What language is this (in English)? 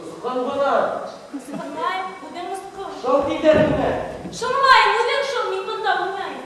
Bashkir